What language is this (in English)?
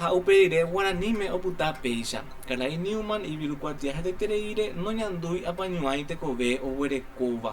Guarani